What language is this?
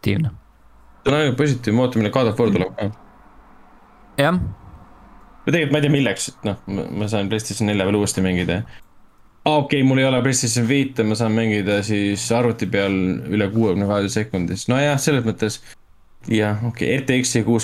Estonian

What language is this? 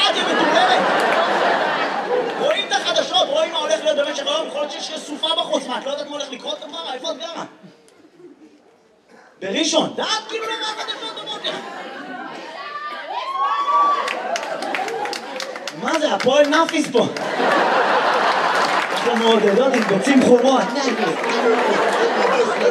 Hebrew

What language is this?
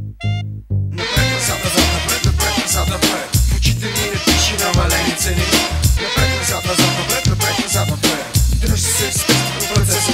Bulgarian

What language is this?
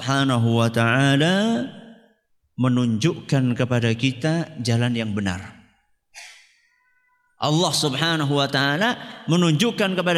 Indonesian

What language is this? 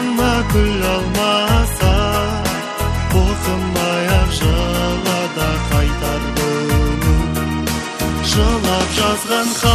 Kazakh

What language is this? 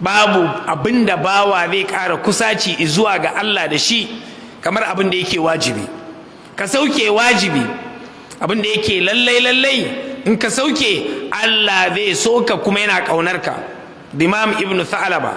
Hausa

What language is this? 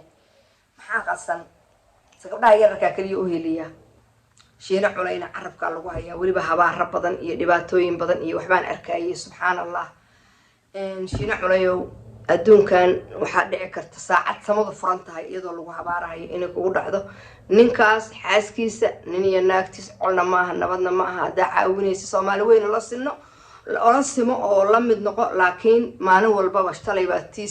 Somali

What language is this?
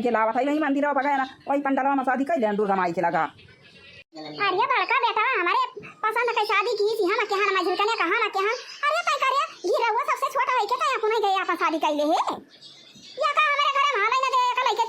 Awadhi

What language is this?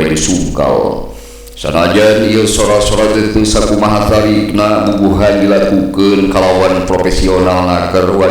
Sundanese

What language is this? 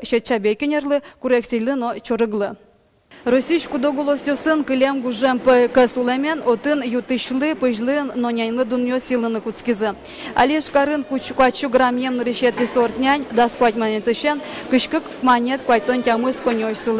Udmurt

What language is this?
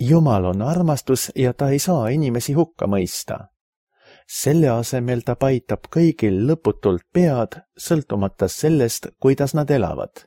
Estonian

